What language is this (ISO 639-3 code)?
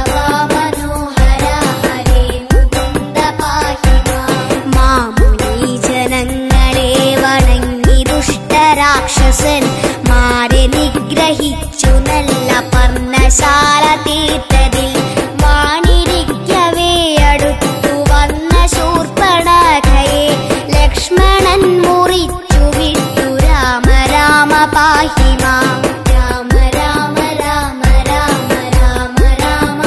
mal